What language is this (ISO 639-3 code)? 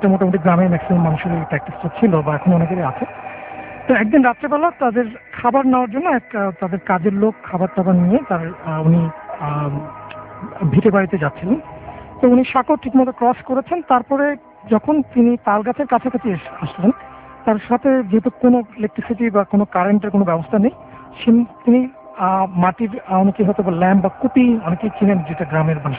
ben